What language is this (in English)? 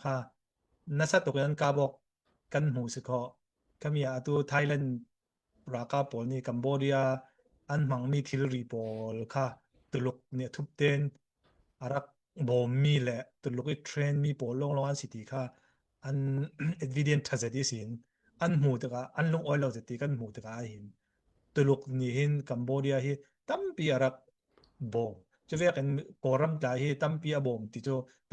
Falam Chin